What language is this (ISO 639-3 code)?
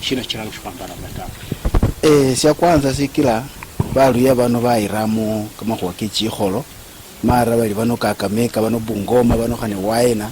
luy